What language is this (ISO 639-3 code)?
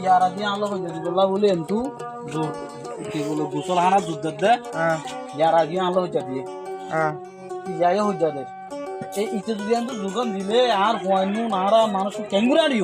rhg